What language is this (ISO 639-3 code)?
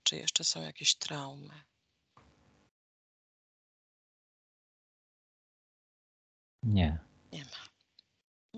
pol